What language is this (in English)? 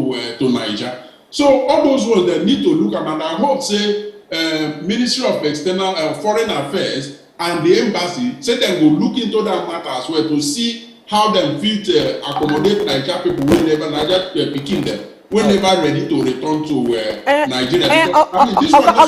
Nigerian Pidgin